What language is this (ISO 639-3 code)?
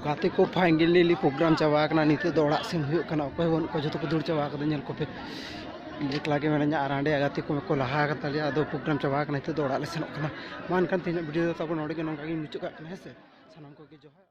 sat